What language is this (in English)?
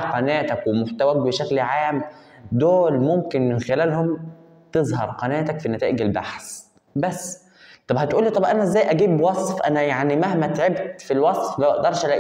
Egyptian Arabic